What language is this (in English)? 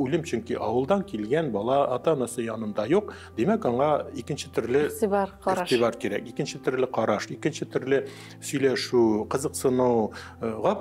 Tatar